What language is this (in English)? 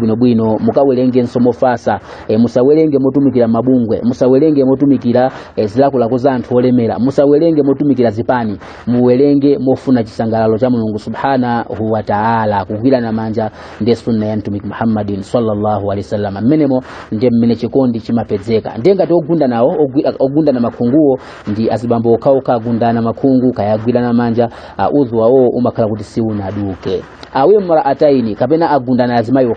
Nyanja